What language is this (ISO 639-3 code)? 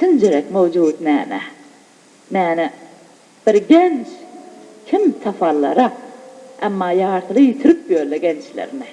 tuk